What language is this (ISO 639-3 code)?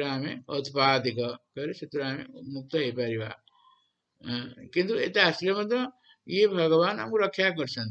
ori